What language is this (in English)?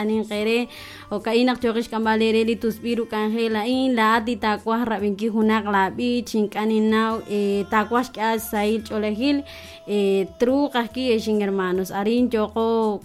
Kekchí